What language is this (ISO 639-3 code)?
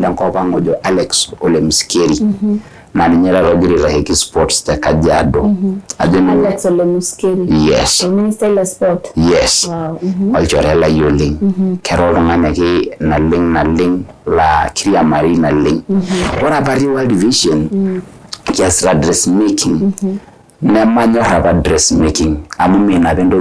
mas